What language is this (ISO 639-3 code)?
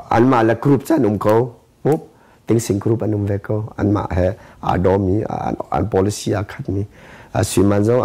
cnh